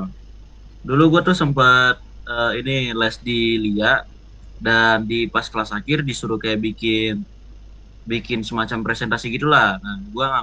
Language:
Indonesian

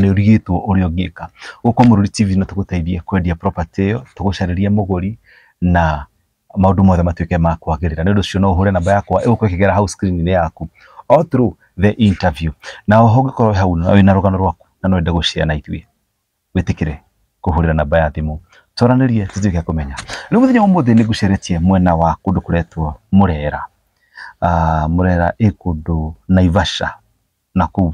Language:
Kikuyu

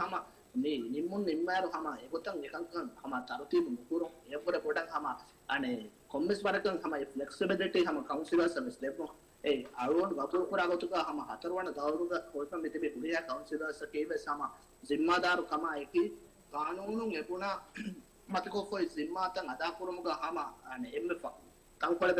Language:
Divehi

